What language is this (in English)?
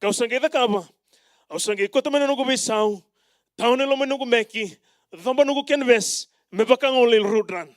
Fijian